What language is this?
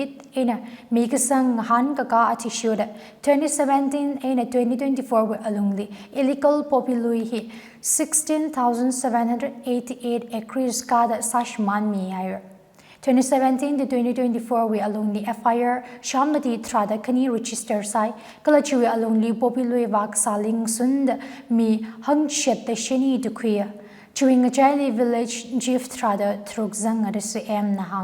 Tangkhul Naga (India)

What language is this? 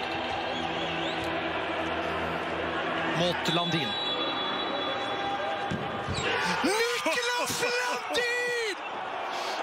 Norwegian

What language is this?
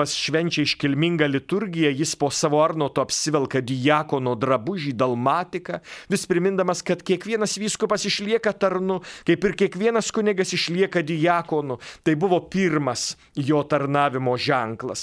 Lithuanian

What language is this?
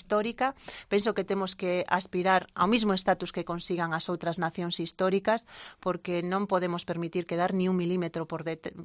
Galician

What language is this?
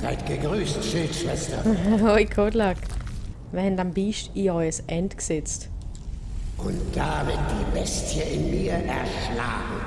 Swiss German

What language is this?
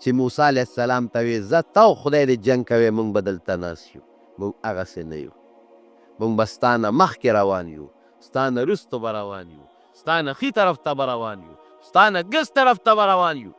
Pashto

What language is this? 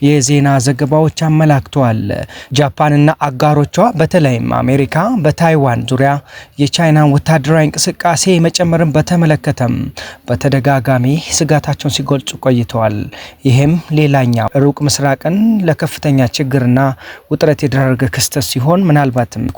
Amharic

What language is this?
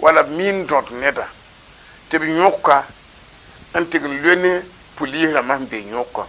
Mossi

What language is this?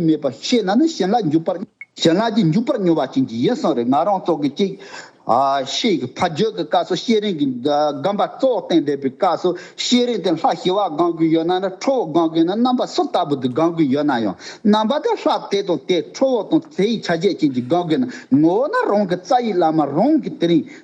Tibetan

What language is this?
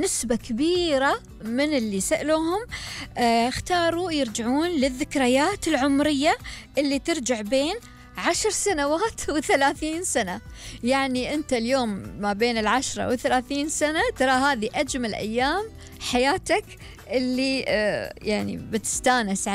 Gulf Arabic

